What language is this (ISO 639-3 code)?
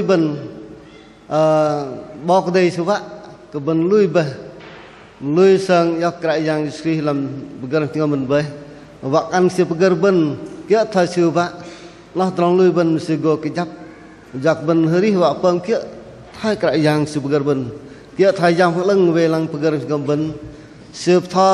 bdq